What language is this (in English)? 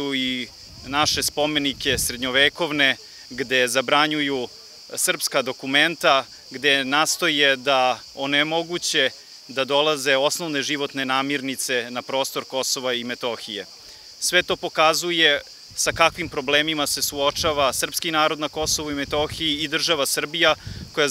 Serbian